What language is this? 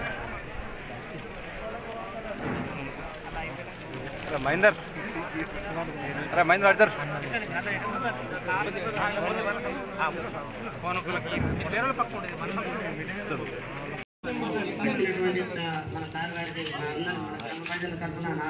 Telugu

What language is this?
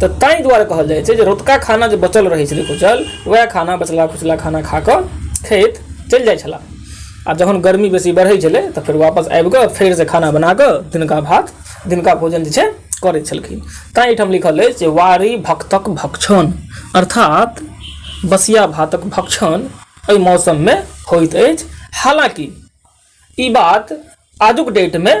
Maithili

